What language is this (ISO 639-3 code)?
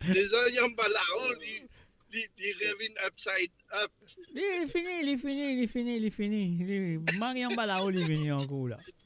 mfe